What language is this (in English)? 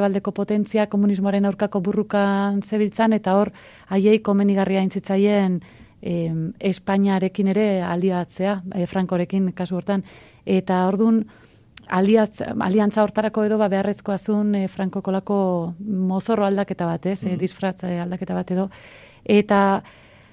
Basque